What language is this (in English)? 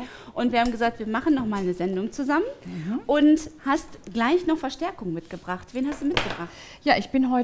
German